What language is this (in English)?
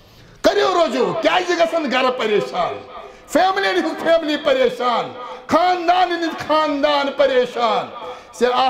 Kashmiri